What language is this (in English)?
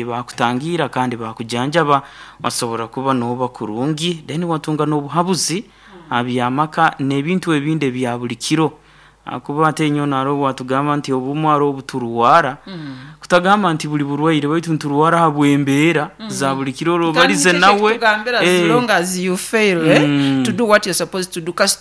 Nyoro